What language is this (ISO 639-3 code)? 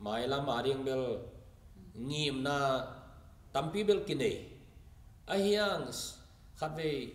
ctd